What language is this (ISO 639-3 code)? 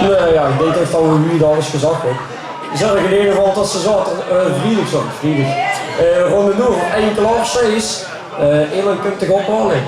lim